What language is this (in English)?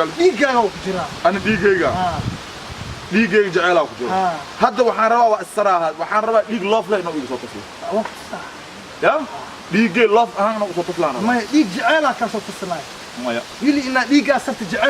Somali